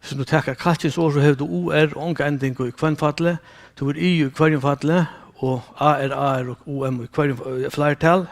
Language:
Faroese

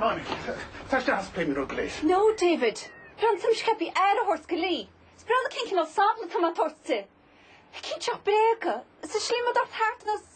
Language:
Irish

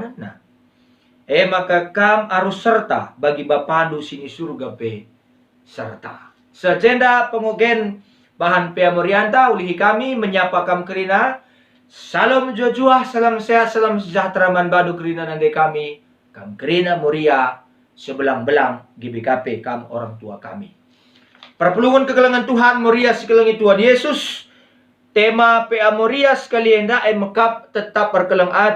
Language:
Batak Karo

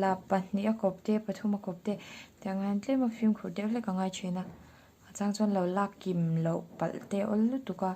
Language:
Mizo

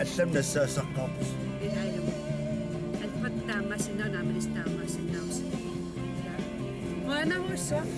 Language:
Kalaallisut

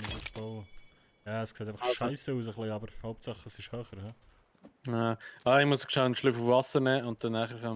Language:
Swiss German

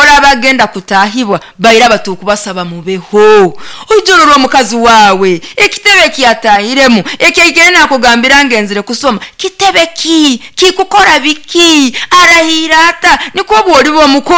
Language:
Nyoro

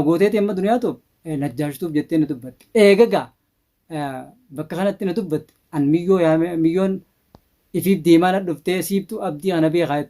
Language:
Oromo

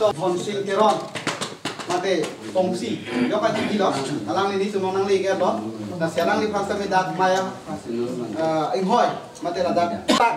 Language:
Karbi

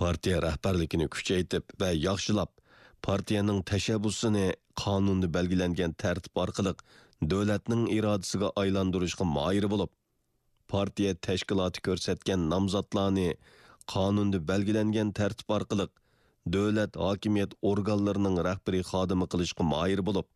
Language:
Uyghur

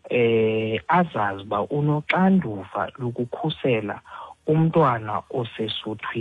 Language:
Xhosa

